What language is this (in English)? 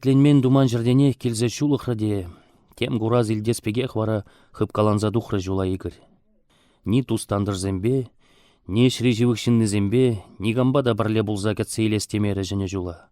Chuvash